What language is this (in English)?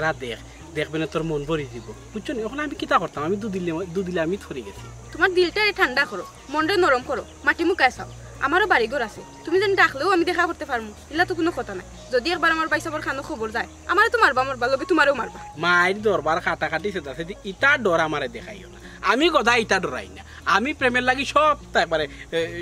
Sylheti